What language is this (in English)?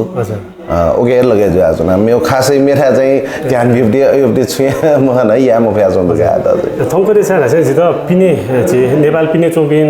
Newari